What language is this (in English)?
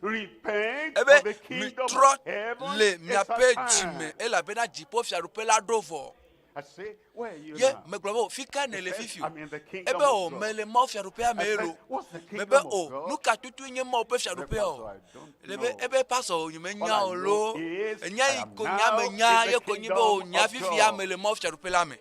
Ewe